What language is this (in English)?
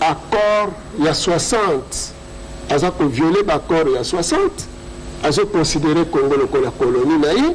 Lingala